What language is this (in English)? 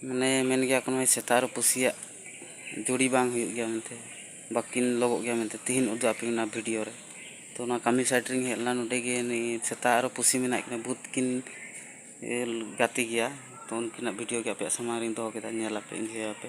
Santali